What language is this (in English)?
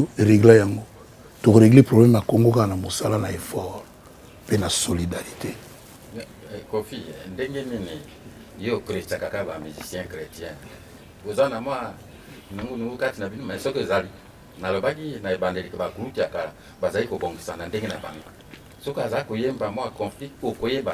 Lingala